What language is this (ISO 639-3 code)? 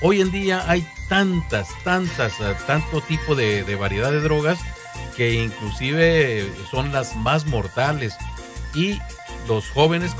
spa